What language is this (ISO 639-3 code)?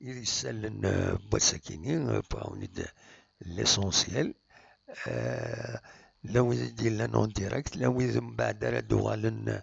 kab